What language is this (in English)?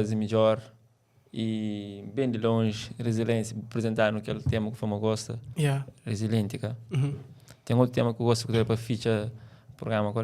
Kabuverdianu